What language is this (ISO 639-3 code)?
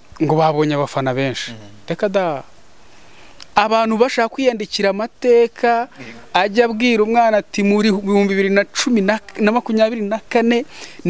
kin